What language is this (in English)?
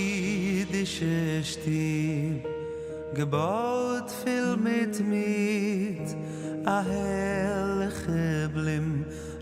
Yiddish